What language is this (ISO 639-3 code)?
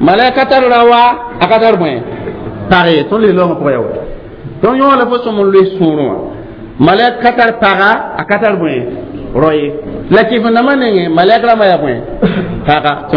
mos